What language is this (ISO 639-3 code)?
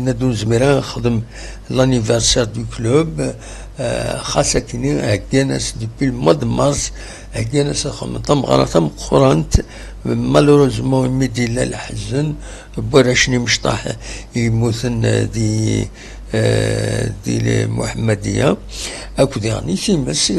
kab